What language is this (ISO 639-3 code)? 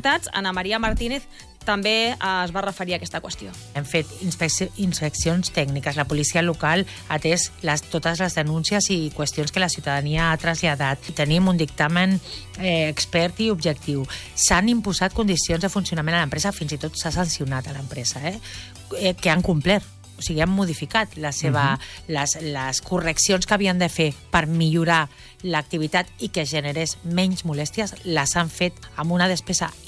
cat